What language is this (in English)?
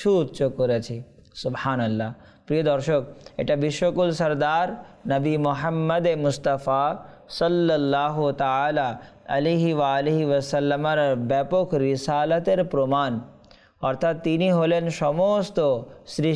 Bangla